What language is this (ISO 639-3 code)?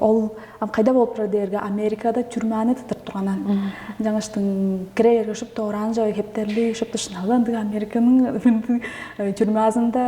tyv